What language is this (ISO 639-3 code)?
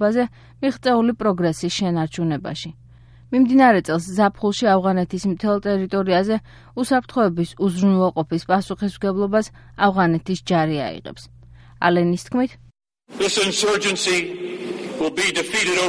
kat